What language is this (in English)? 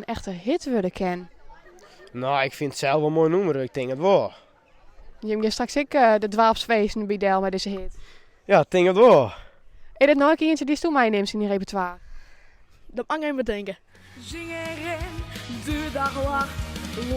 Western Frisian